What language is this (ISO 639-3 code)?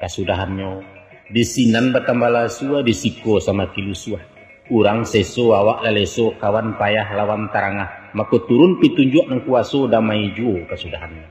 min